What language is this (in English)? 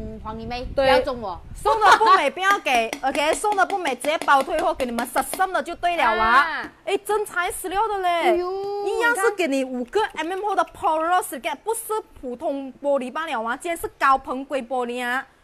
Chinese